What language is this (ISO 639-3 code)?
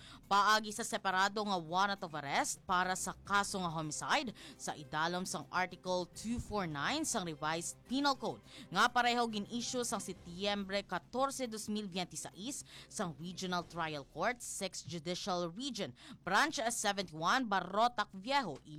hil